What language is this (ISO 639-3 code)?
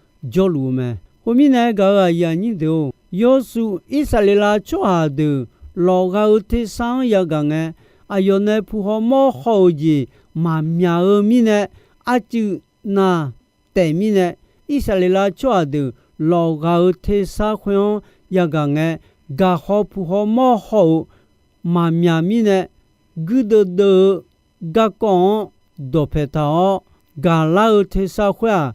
ahk